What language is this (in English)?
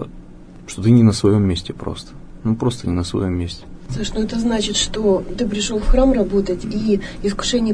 Russian